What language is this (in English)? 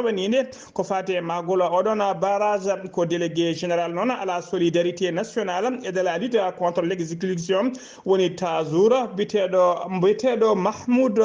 Fula